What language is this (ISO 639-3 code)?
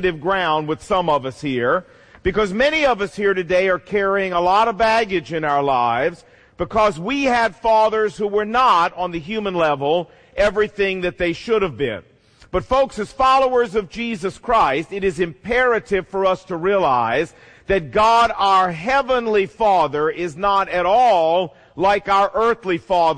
eng